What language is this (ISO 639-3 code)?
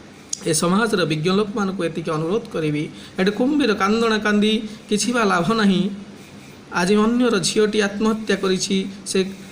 ori